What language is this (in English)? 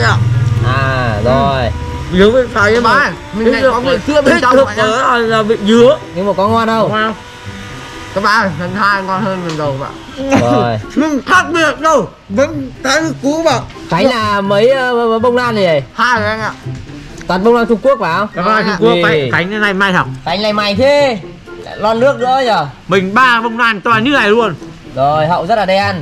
Vietnamese